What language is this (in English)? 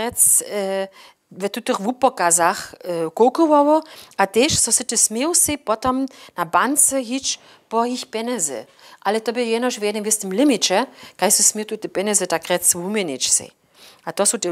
Upper Sorbian